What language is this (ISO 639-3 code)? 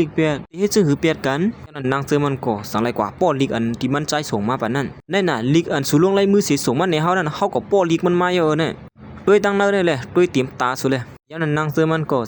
shn